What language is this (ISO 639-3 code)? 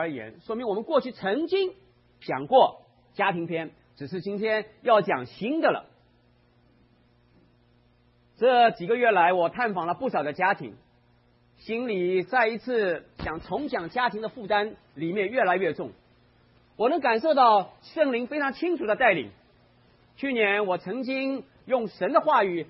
zho